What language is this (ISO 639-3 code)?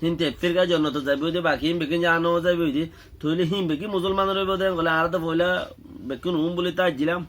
rhg